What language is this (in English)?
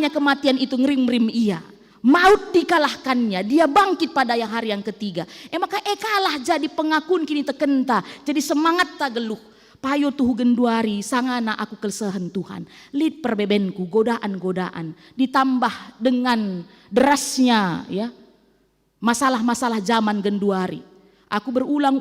Batak Karo